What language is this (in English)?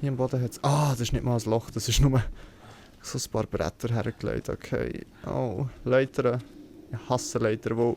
Swiss German